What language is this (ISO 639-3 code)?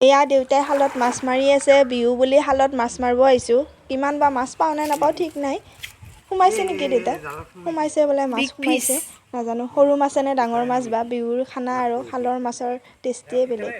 asm